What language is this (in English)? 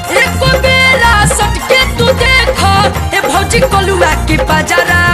Bhojpuri